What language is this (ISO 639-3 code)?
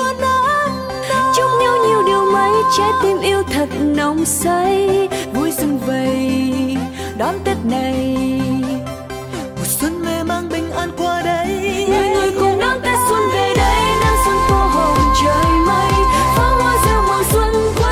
vie